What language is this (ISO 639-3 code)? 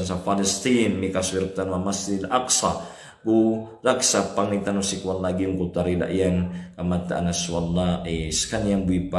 mrw